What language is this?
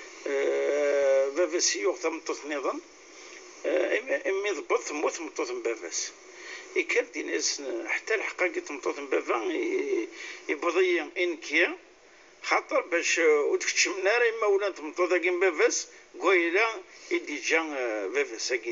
Kabyle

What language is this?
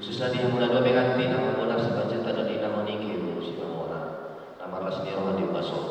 Batak Toba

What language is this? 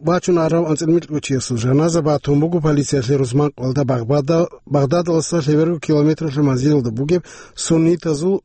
Avaric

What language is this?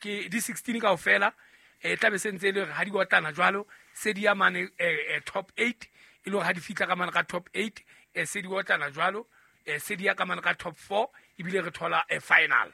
Southern Sotho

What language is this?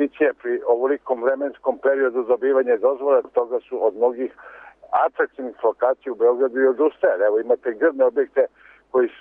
Serbian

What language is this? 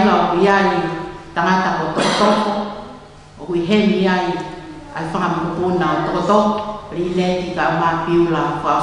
Tongan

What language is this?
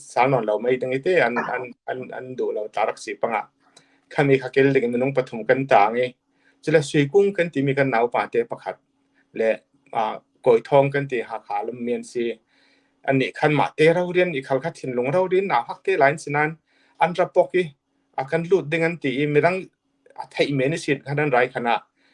Falam Chin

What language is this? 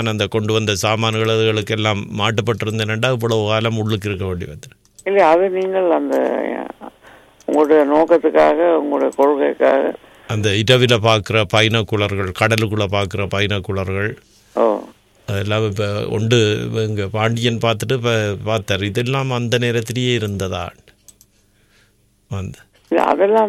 Tamil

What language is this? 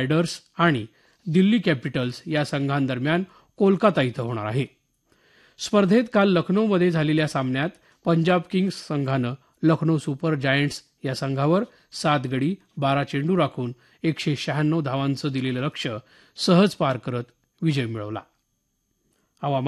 Marathi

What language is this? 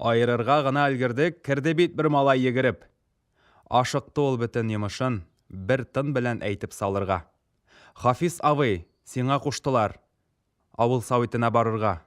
Tatar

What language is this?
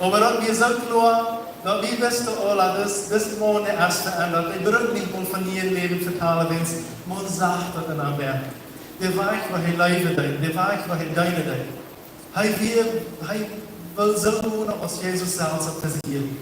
Plautdietsch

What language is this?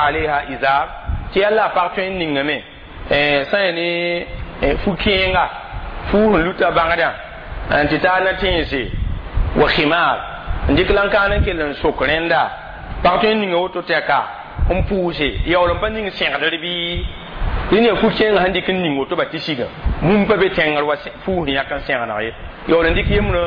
Mossi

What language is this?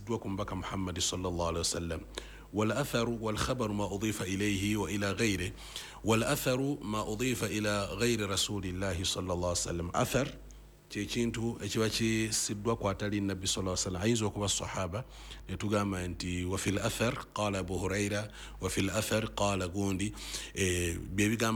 Ganda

